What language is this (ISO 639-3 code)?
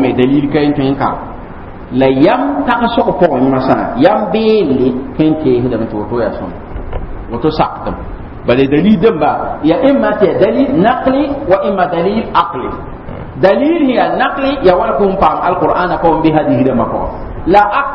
mos